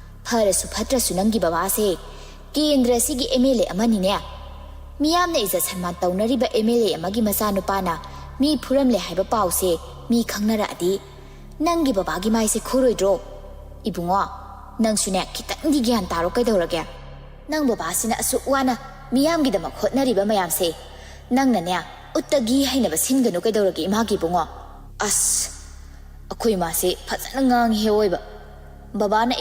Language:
Manipuri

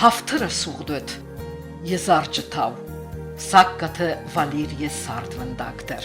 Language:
Ossetic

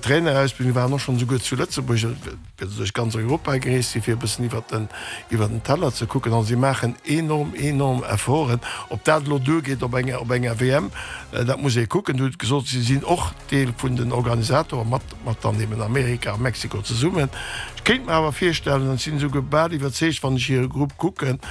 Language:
Luxembourgish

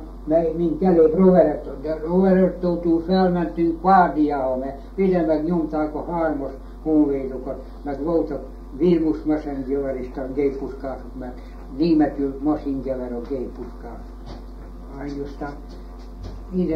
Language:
Hungarian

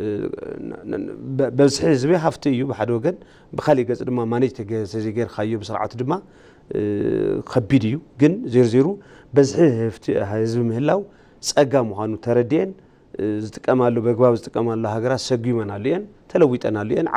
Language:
Tigrinya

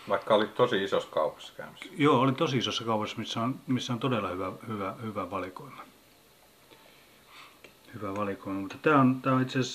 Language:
Finnish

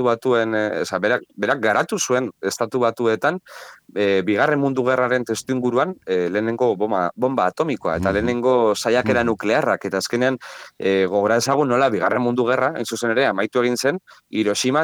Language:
Basque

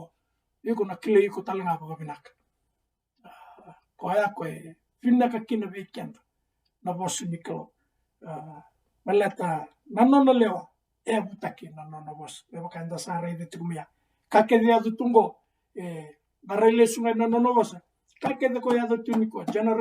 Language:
Fijian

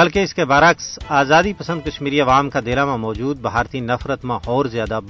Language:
Gujari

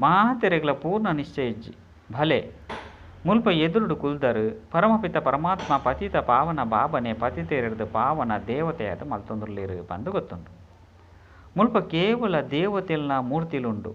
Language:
Tulu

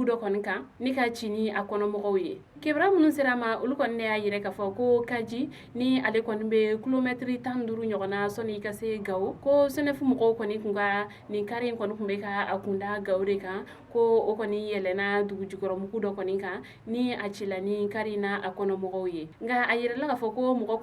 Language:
Bambara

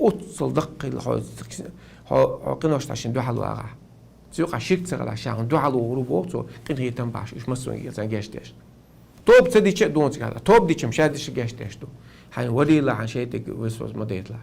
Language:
Chechen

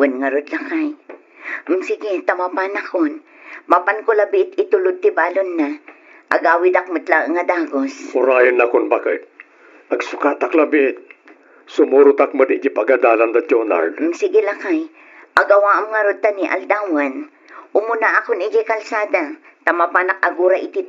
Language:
Iloko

